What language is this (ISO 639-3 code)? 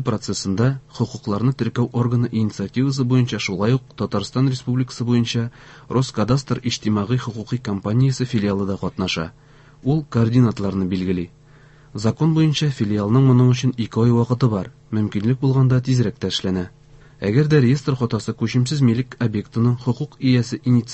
tat